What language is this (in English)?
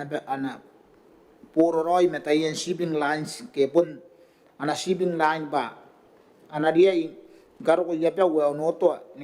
Gilbertese